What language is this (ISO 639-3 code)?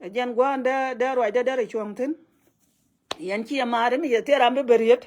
nus